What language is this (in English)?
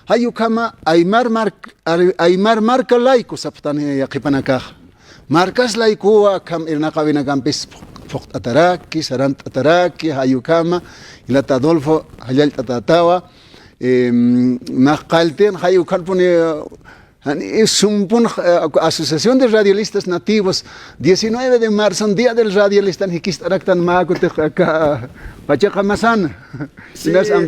Aymara